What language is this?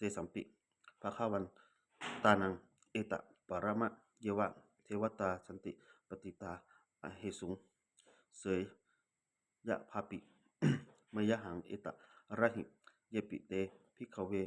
Pali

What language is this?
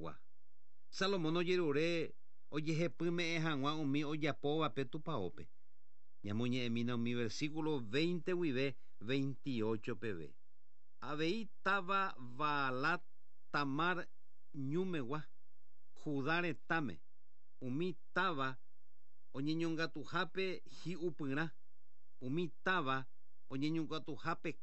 Guarani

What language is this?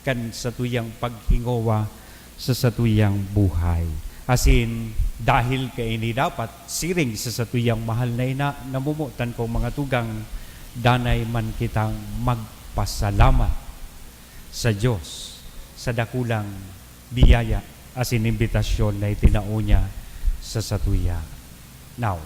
Bikol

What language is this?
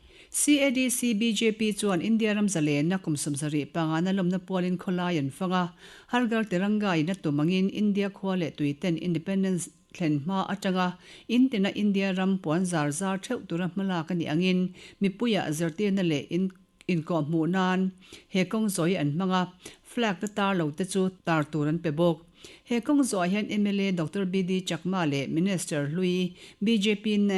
Mizo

